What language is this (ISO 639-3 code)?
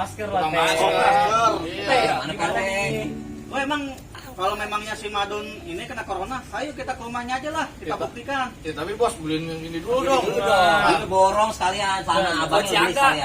bew